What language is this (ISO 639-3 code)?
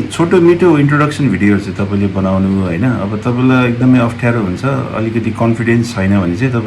nep